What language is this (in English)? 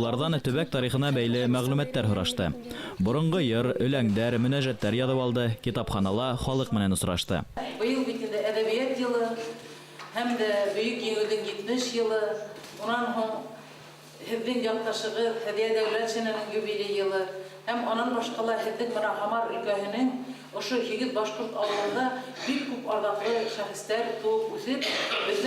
Bashkir